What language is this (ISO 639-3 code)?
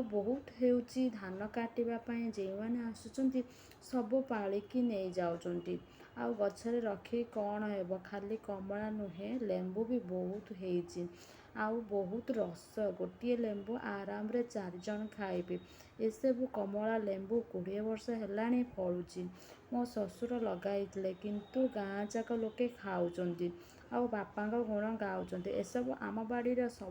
ori